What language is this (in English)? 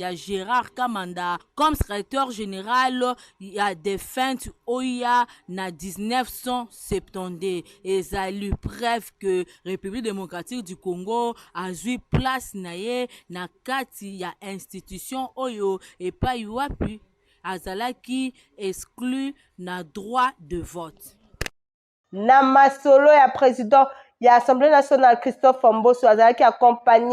Lingala